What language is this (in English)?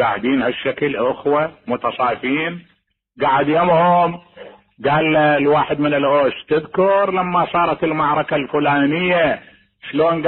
Mesopotamian Arabic